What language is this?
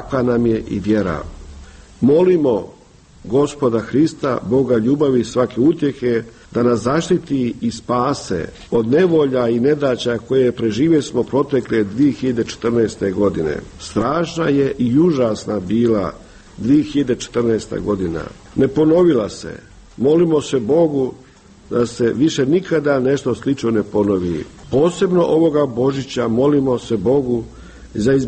Croatian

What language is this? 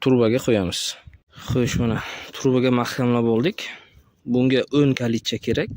Uzbek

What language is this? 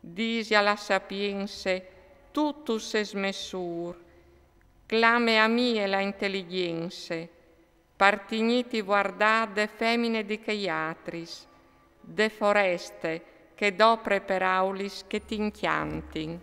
Friulian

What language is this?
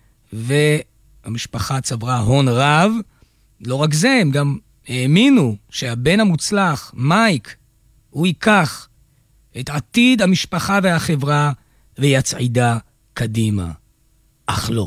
Hebrew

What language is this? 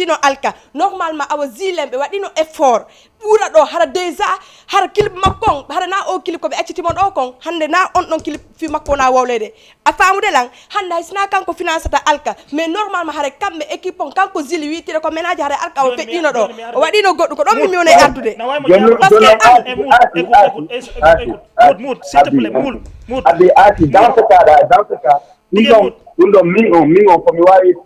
Fula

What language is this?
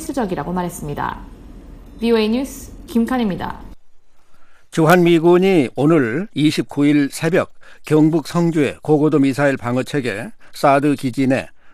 Korean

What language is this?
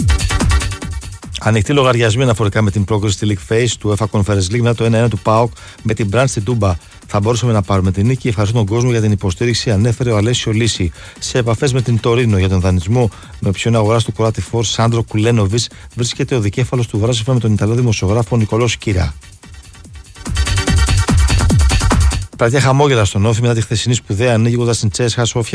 Greek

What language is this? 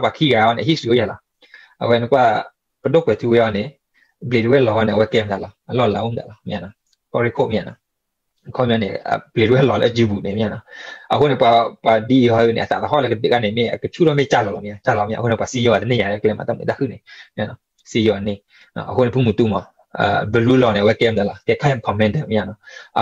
S'gaw Karen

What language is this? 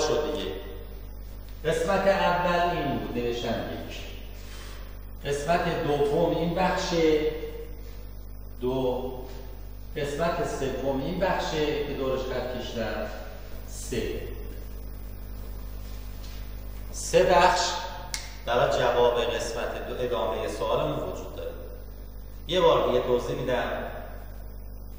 Persian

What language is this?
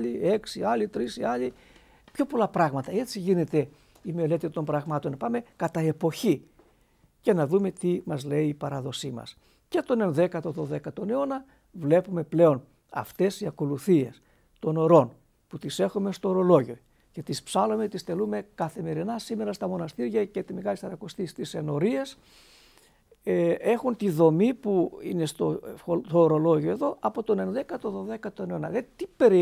Greek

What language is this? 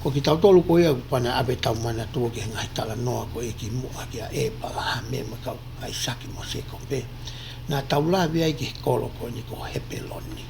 Tongan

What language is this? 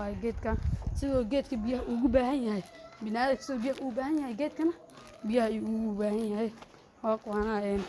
Somali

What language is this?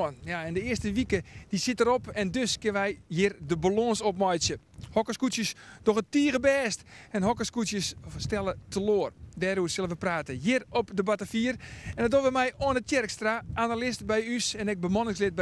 Western Frisian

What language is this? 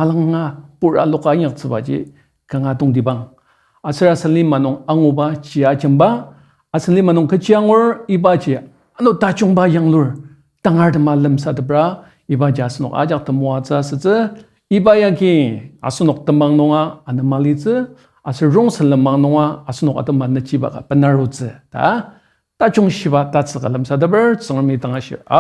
Ao Naga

